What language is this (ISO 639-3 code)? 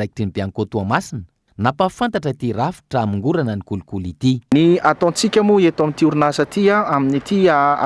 mlg